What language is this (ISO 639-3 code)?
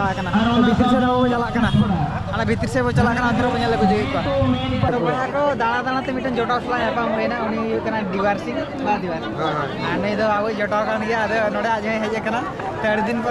sat